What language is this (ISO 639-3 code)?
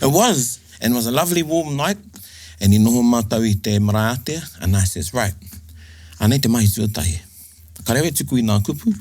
mri